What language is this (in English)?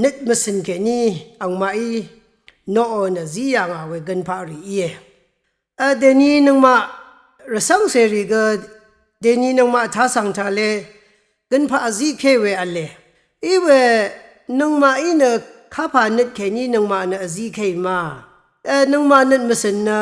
Rawang